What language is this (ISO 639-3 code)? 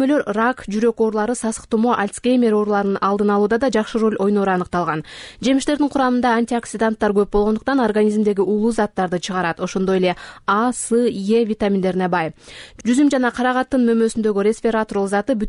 kir